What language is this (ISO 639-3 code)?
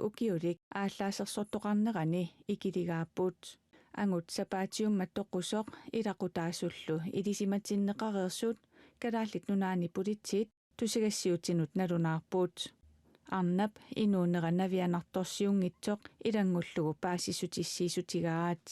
kal